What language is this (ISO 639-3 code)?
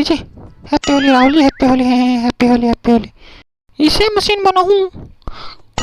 hne